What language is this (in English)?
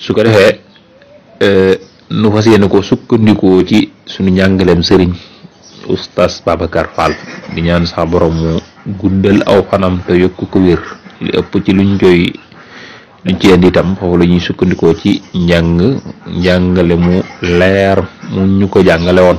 Wolof